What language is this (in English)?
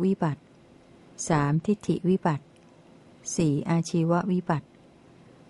Thai